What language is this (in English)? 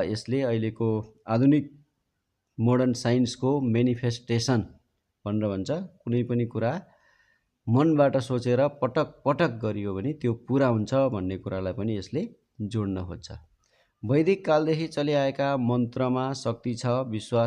Nepali